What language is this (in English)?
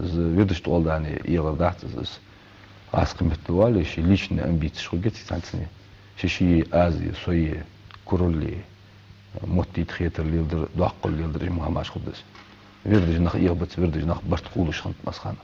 Ingush